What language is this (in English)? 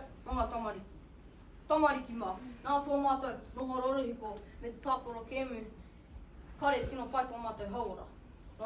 Māori